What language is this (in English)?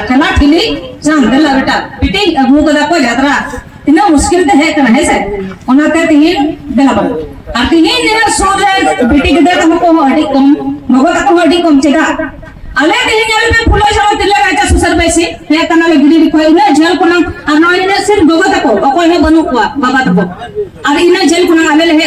Santali